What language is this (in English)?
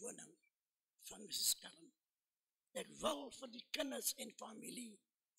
Afrikaans